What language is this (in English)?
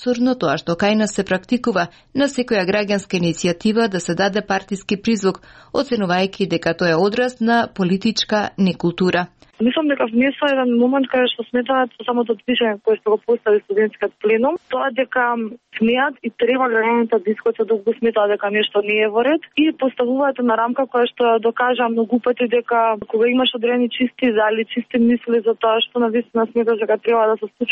Macedonian